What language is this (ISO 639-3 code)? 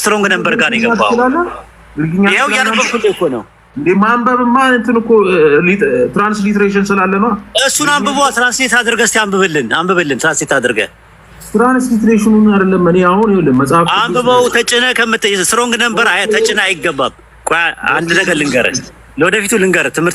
amh